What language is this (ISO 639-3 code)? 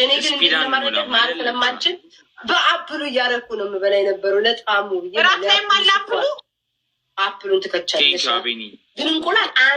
amh